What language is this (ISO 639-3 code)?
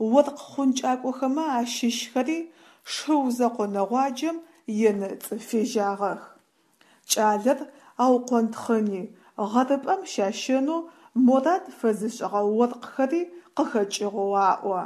ady